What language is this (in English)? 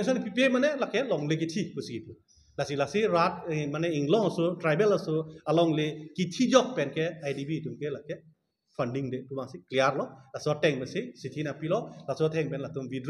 Karbi